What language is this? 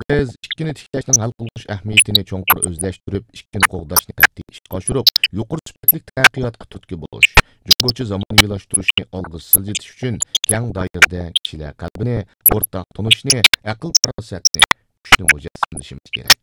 Uyghur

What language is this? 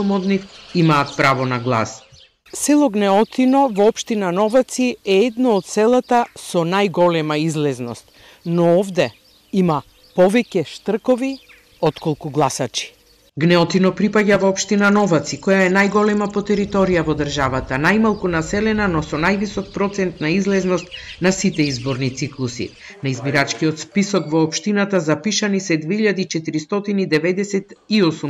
Macedonian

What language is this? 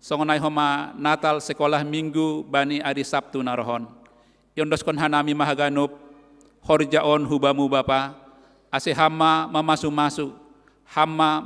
Batak Simalungun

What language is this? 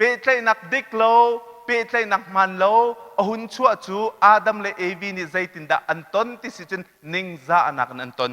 Hakha Chin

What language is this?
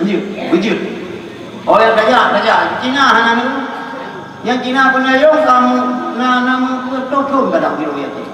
Achinese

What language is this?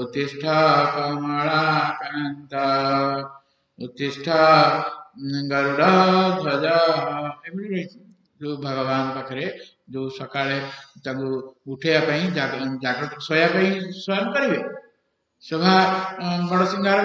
Odia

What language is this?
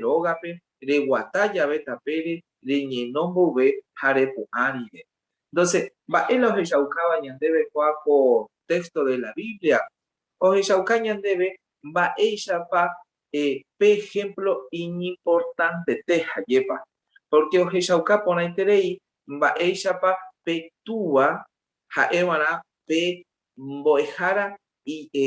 Guarani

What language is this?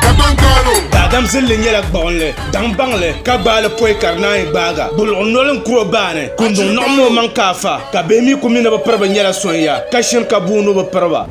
Dagbani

